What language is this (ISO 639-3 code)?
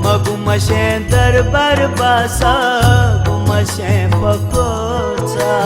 new